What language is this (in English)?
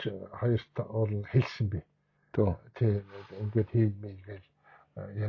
Mongolian